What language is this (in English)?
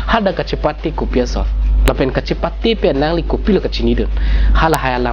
Karbi